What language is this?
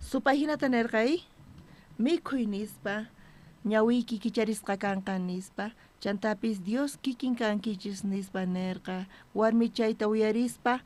South Bolivian Quechua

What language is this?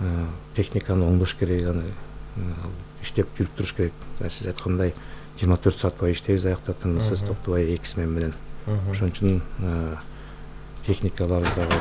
Kyrgyz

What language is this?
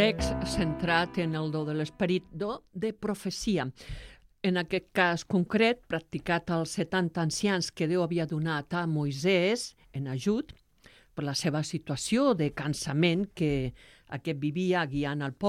Catalan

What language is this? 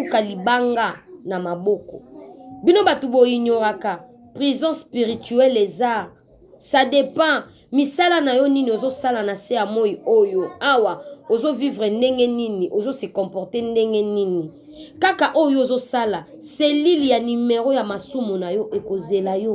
Lingala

